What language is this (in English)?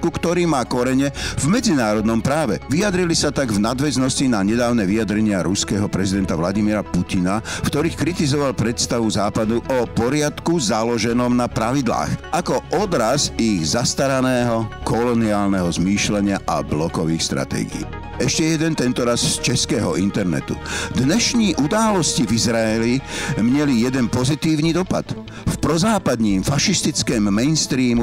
Slovak